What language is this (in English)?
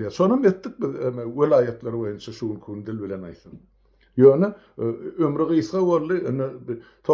Turkmen